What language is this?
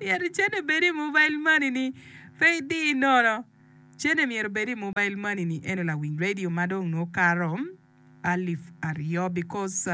Acoli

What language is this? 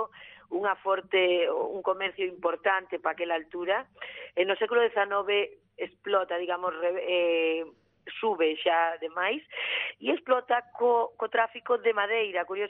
Galician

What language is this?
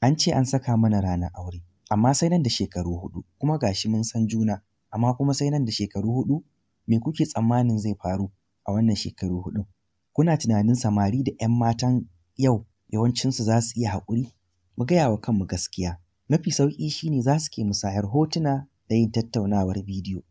Hausa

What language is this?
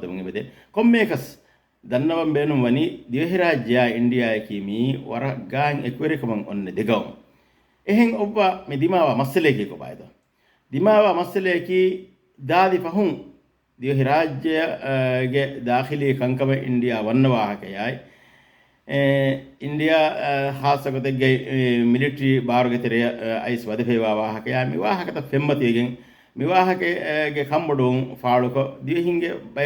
Divehi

